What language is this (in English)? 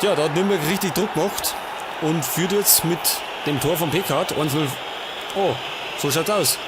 Bavarian